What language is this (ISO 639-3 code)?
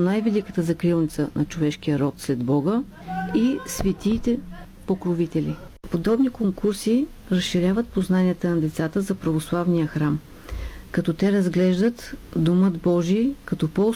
bul